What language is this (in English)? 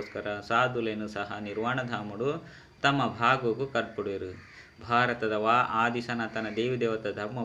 Tulu